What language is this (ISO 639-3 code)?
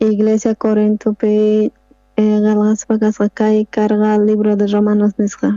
quh